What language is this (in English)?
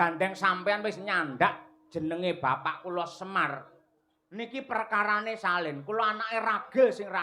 Javanese